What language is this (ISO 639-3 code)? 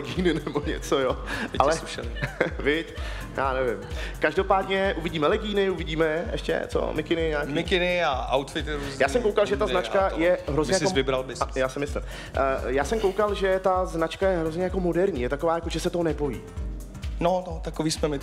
ces